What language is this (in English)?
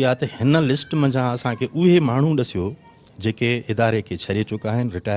Sindhi